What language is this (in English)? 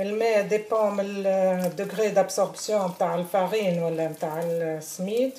Tunisian Arabic